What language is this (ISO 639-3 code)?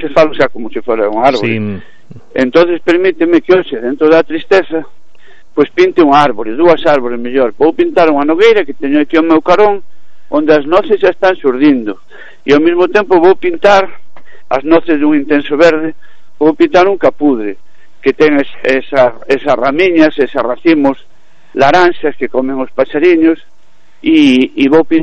glg